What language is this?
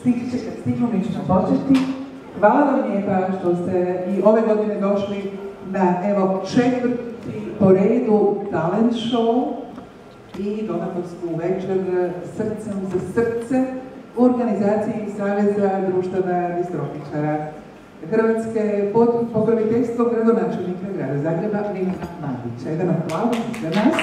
Croatian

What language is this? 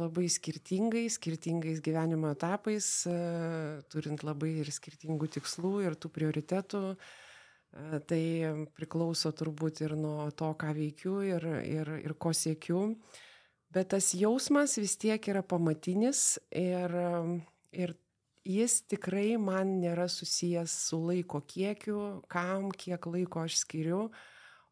Lithuanian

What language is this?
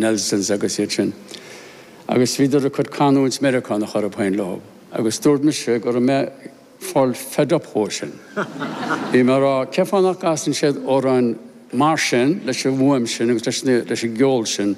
Irish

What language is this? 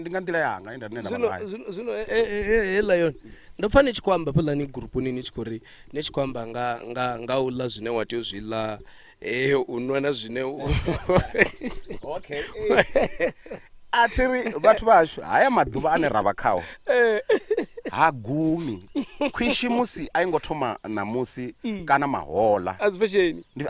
Venda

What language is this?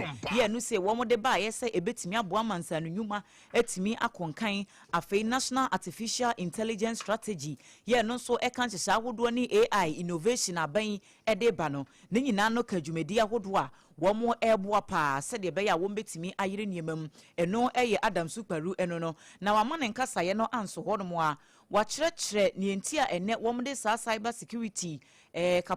Akan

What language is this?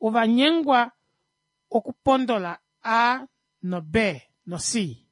Kuanyama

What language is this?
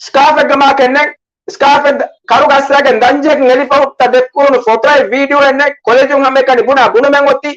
Divehi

